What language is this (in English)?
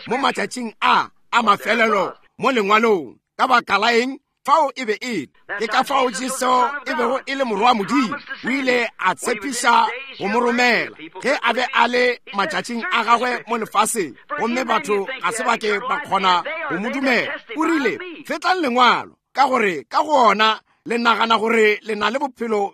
Northern Sotho